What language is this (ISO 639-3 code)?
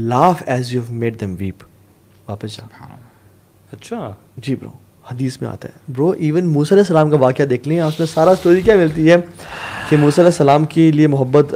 urd